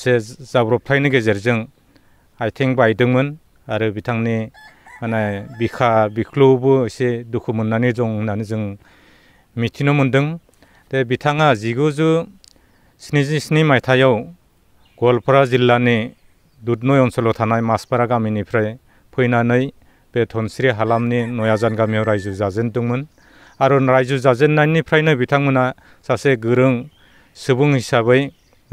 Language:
Bodo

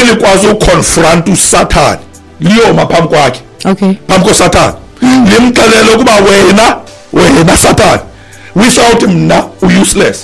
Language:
Xhosa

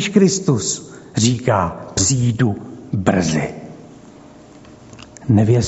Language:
Czech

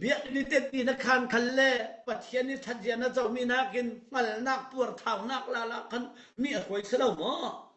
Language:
Falam Chin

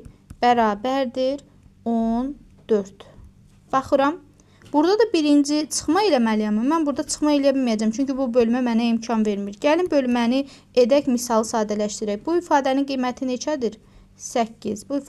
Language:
Azerbaijani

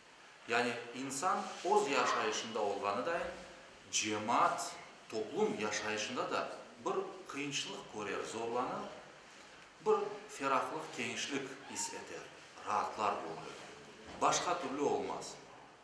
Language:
Crimean Tatar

